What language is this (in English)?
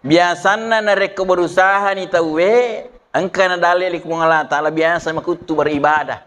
Buginese